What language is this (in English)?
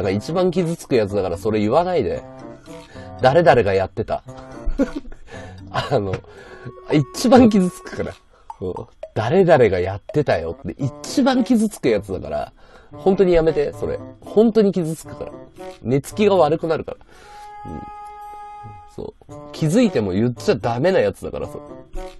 Japanese